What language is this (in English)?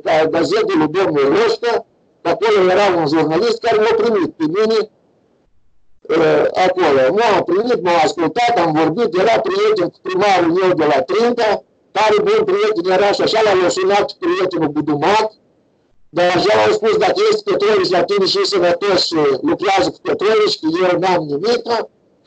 Romanian